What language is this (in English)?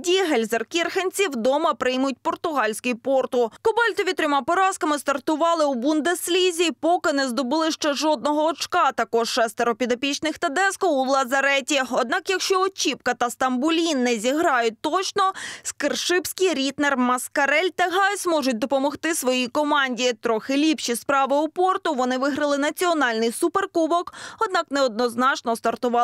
Ukrainian